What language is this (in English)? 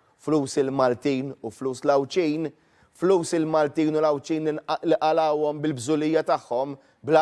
Maltese